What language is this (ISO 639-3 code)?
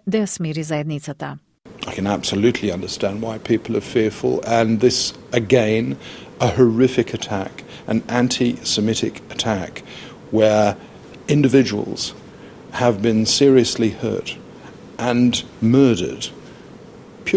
mkd